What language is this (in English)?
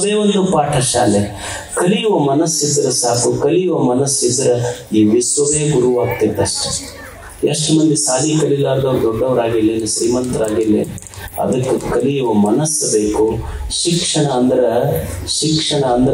Kannada